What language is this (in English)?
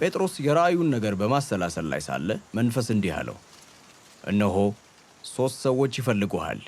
Amharic